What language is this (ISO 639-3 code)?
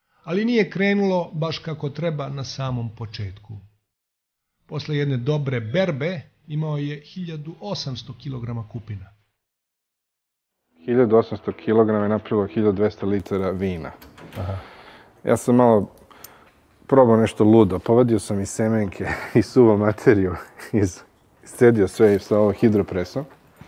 srp